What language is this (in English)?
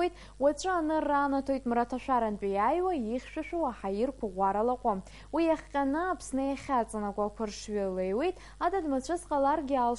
Abkhazian